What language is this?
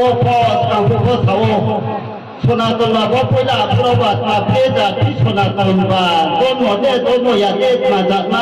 Riang (India)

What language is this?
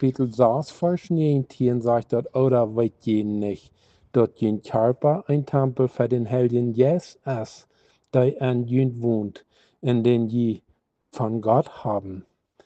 Plautdietsch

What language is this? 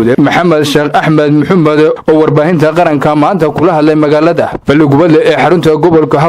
Somali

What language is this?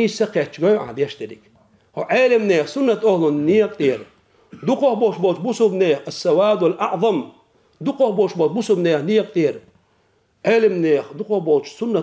Chechen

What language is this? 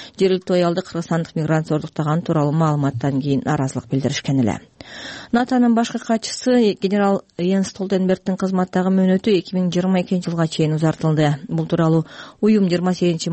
Kyrgyz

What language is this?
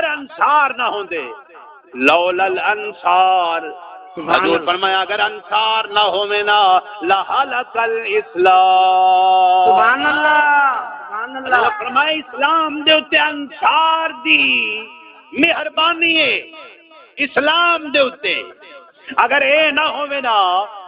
Saraiki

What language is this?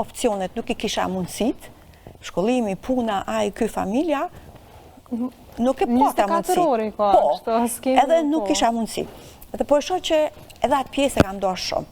Albanian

